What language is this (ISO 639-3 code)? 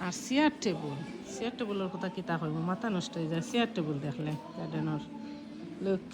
syl